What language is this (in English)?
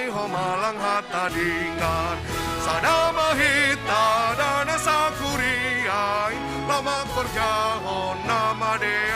Batak Simalungun